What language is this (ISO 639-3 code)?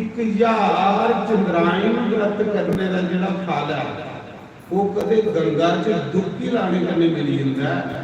doi